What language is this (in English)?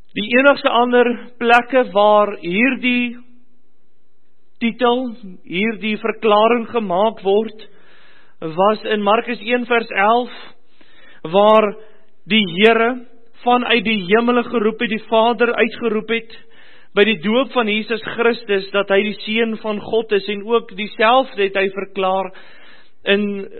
Afrikaans